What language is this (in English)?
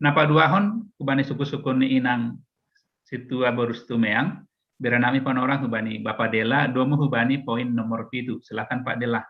Batak Simalungun